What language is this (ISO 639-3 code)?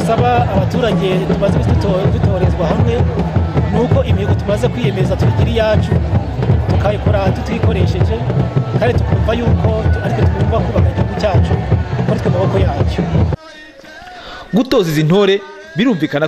kin